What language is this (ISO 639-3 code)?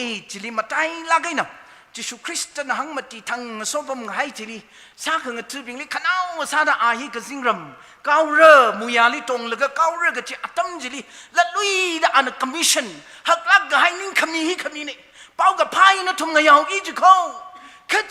nmf